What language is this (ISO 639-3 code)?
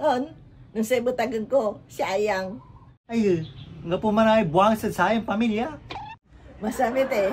pag